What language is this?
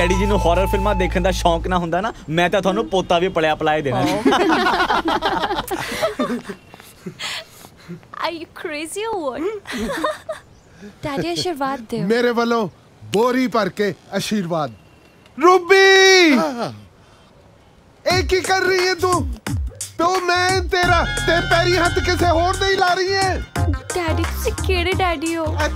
Punjabi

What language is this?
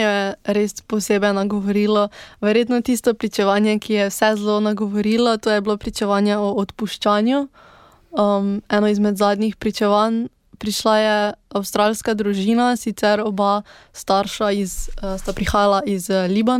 Slovenian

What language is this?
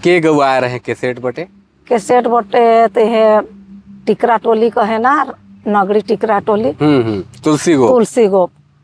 Sadri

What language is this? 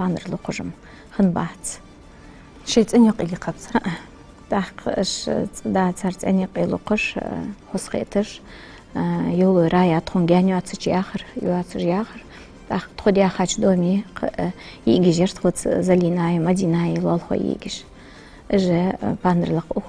Ingush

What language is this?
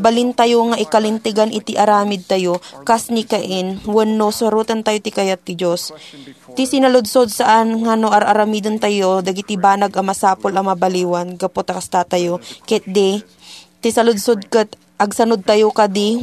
Iloko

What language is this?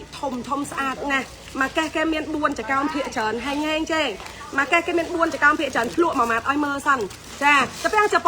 Khmer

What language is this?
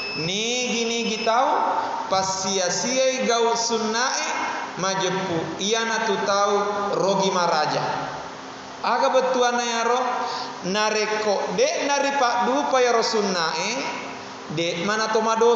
Buginese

